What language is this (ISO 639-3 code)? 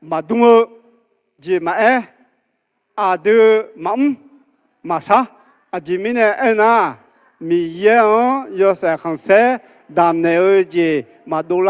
ahk